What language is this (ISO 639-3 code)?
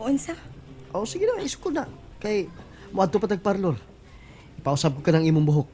ceb